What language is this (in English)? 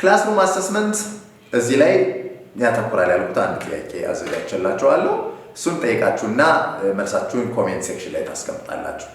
Amharic